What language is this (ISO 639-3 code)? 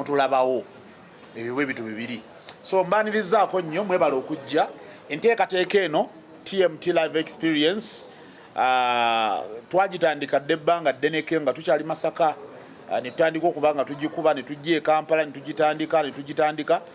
lug